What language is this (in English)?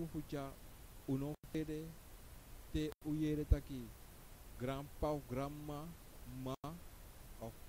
Sranan Tongo